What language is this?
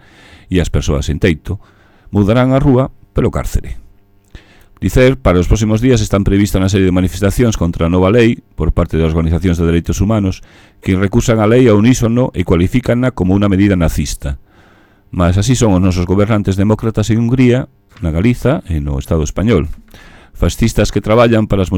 Galician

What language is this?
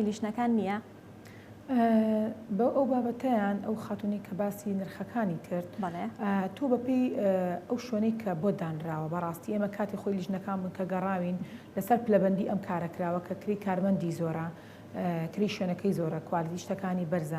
Central Kurdish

